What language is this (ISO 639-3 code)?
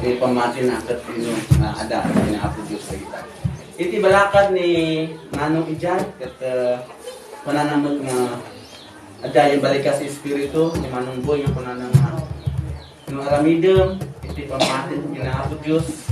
ilo